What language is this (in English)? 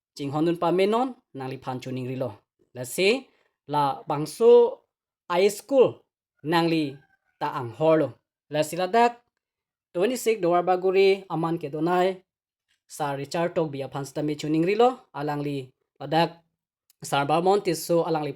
Karbi